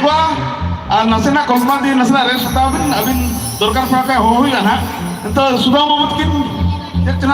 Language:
Santali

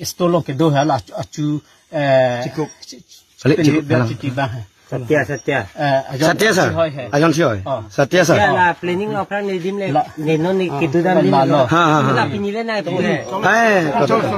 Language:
Karbi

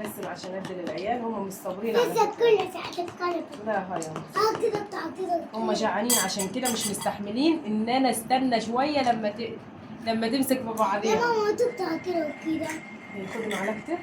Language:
Egyptian Arabic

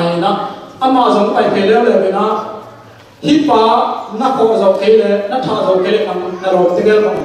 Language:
Tedim Chin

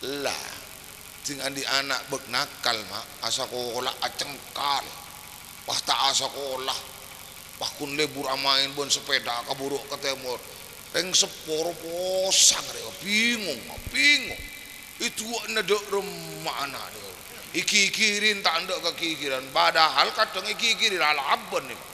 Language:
Madurese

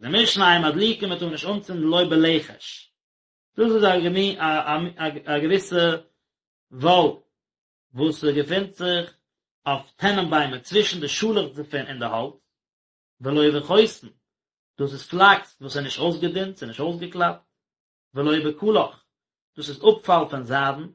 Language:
Yiddish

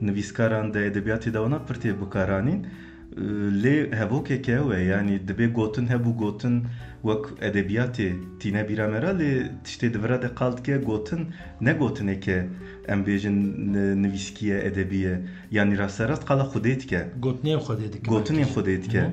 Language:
Kurdish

